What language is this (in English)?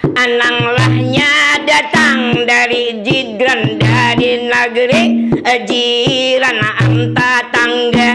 Banjar